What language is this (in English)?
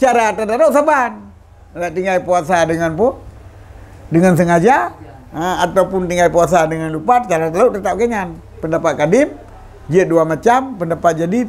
Achinese